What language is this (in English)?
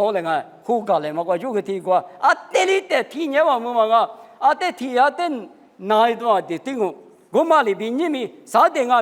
Lisu